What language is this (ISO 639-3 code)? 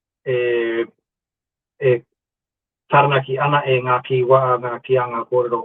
mri